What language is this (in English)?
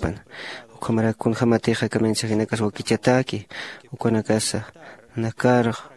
Aymara